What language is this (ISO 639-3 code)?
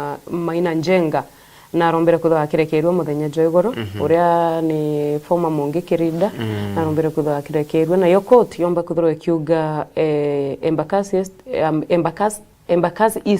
mer